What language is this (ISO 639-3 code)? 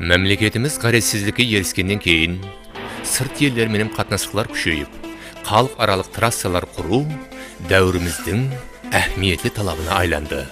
kaa